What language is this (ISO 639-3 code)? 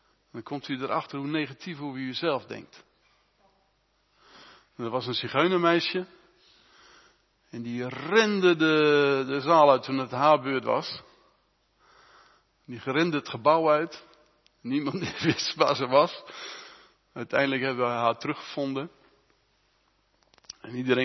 nld